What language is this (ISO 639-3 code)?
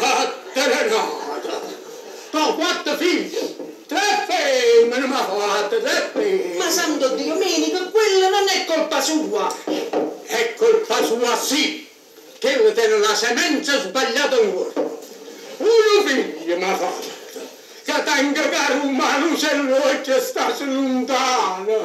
nap